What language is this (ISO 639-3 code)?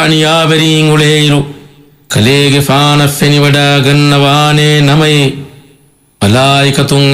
div